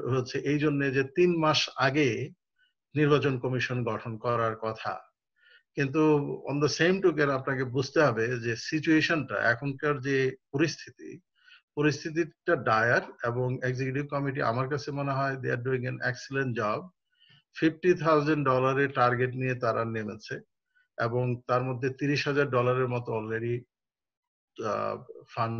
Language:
Bangla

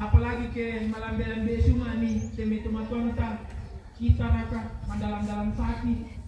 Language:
Toraja-Sa'dan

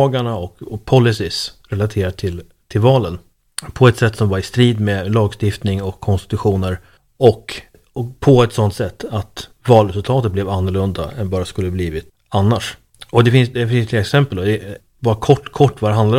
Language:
Swedish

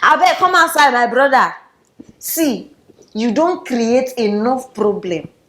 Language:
Nigerian Pidgin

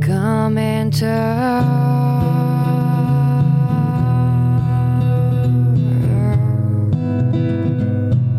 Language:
French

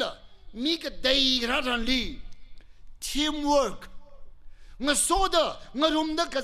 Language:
Tangkhul Naga (India)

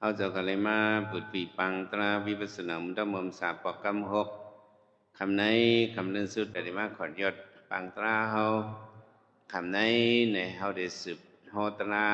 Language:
Shan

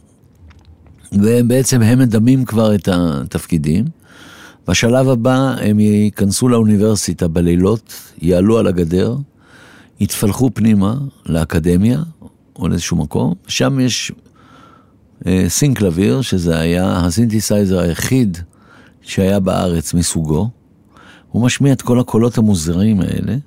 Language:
Hebrew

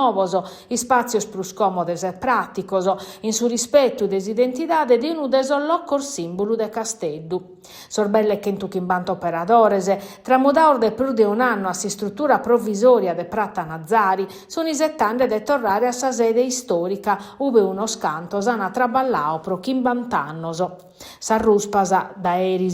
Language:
Sardinian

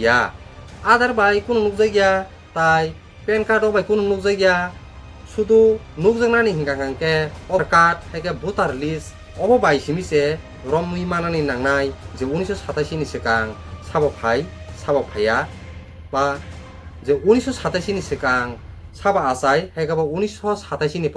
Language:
Kok Borok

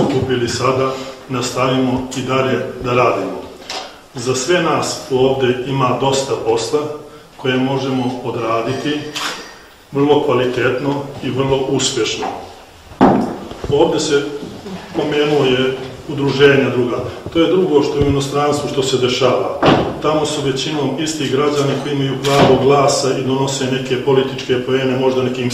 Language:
Bosnian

